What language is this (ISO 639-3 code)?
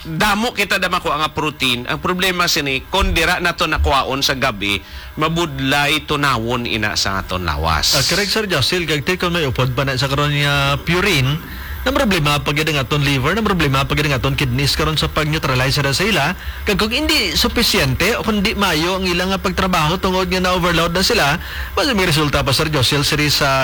hil